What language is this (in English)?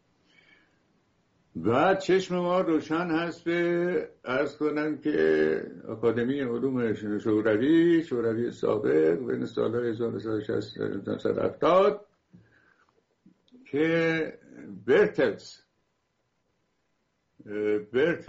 Persian